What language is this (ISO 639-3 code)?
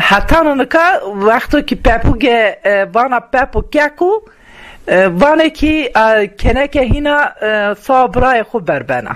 zza